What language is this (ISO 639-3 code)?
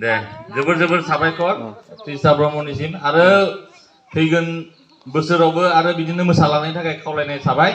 brx